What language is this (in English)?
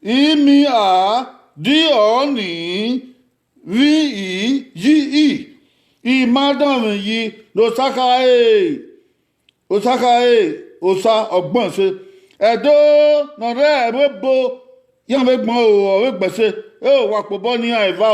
Bini